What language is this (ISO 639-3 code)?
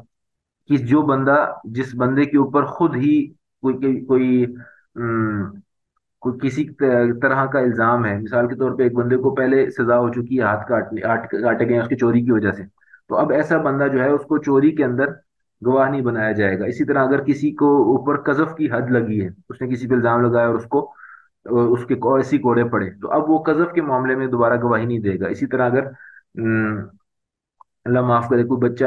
urd